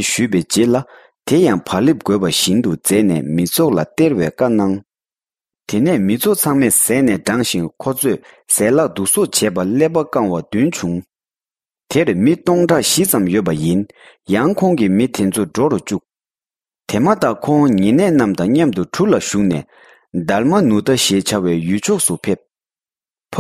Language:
Tibetan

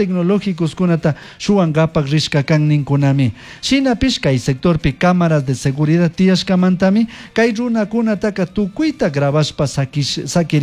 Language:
Chimborazo Highland Quichua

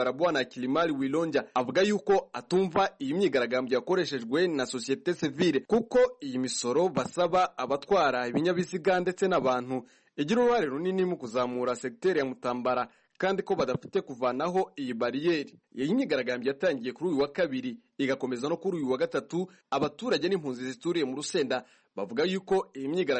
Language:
Kinyarwanda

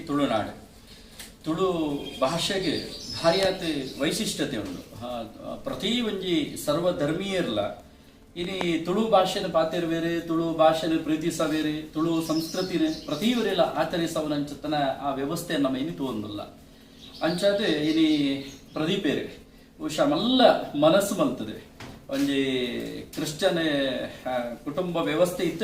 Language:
Tulu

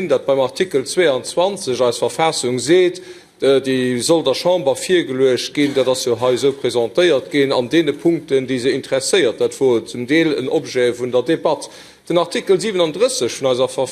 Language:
Luxembourgish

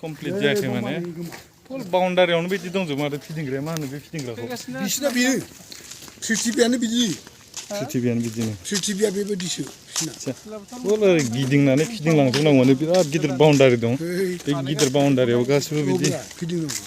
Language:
Bodo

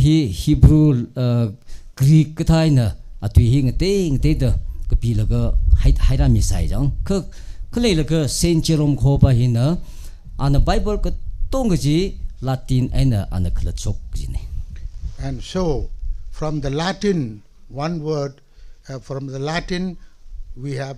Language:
Tangkhul Naga (India)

